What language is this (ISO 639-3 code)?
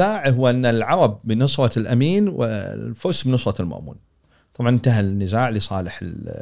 afb